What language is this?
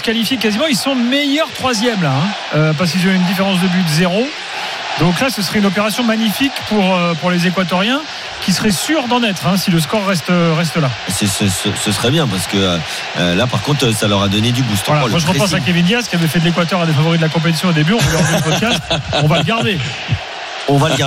French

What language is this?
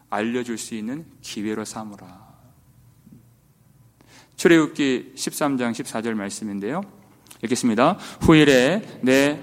Korean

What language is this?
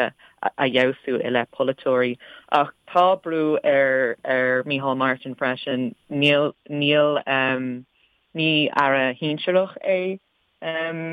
Irish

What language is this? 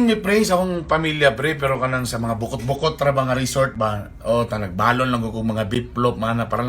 Cebuano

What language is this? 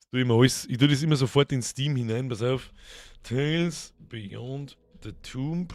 Bavarian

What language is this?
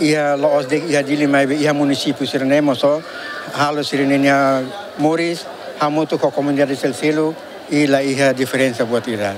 Tetum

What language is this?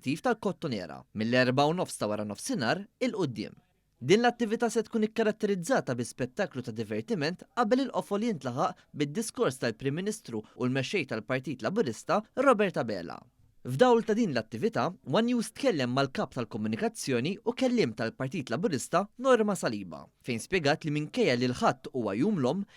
Maltese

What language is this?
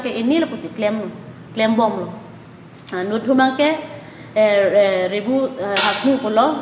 Karbi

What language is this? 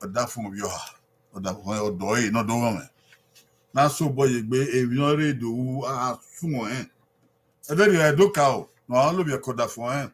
Bini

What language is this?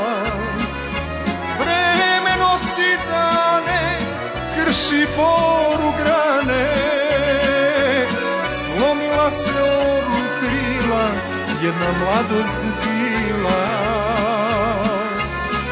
Serbian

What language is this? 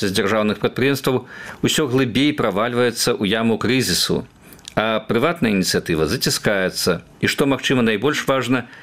Belarusian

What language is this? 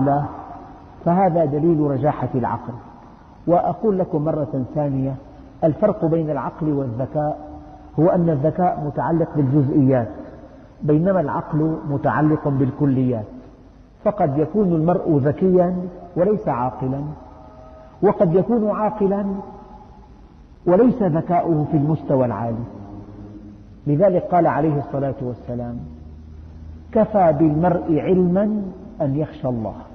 Arabic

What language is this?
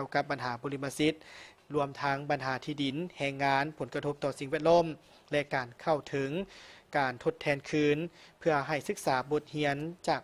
Lao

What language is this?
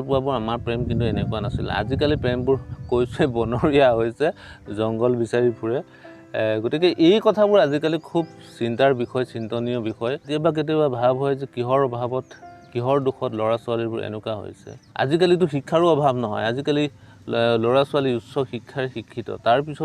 Assamese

